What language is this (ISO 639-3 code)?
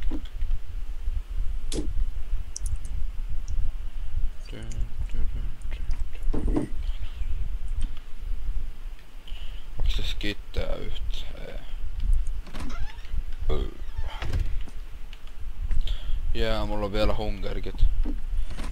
fin